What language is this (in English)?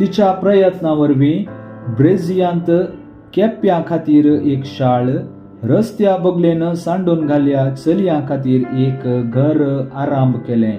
Konkani